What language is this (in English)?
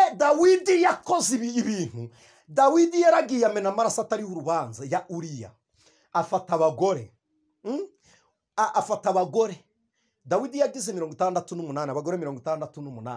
Kinyarwanda